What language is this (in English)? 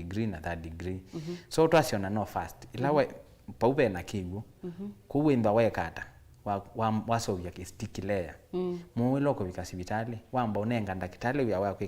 Kamba